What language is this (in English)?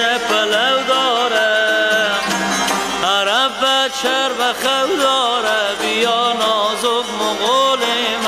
Persian